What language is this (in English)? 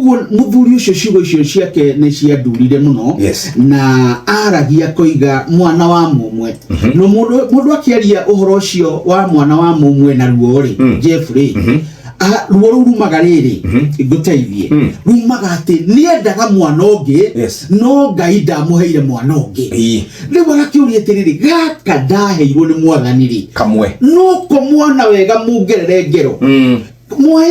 Kikuyu